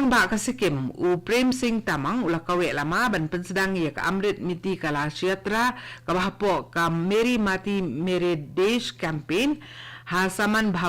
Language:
Khasi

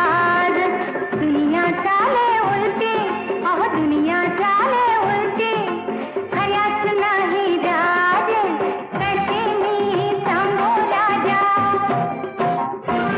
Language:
Marathi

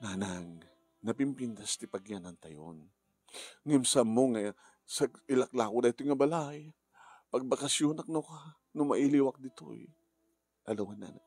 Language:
Iloko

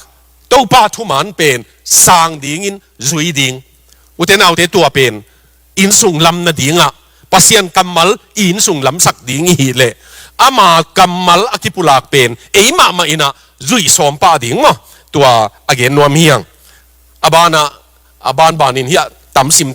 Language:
Tedim Chin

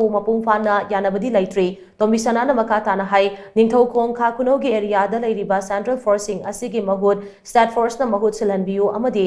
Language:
Manipuri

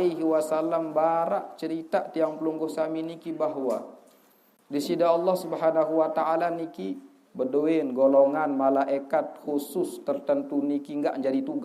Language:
Sasak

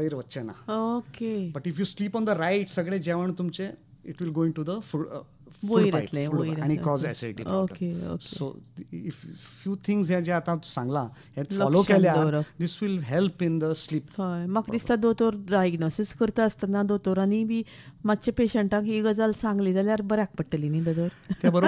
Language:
Konkani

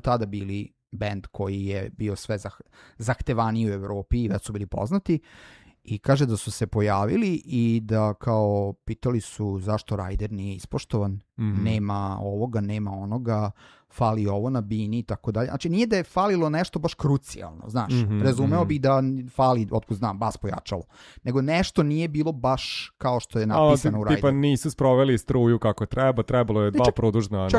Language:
Serbian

